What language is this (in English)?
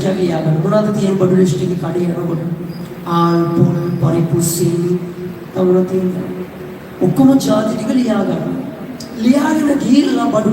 Sinhala